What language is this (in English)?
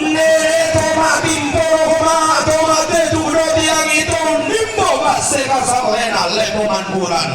Toraja-Sa'dan